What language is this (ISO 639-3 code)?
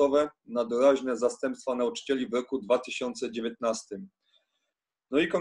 pol